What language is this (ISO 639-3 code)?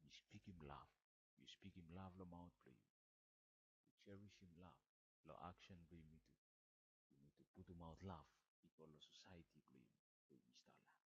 bis